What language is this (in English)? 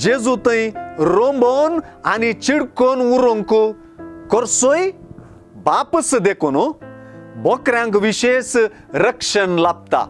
Konkani